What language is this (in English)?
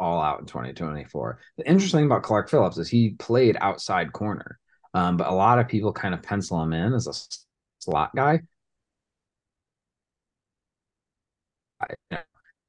English